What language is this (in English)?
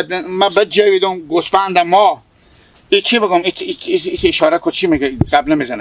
Hazaragi